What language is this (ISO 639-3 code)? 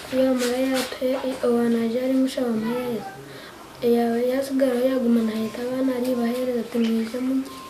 nyn